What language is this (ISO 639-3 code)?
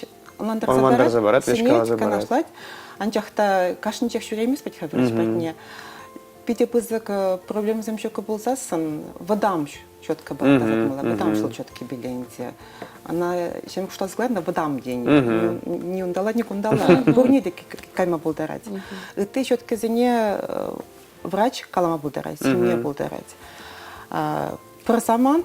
chv